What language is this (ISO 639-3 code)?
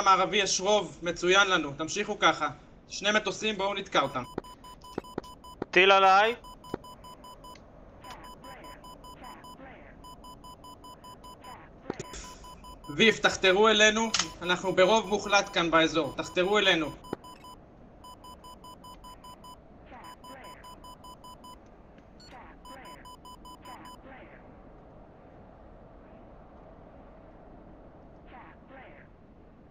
heb